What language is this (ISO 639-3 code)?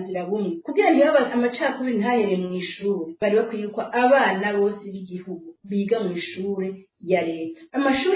run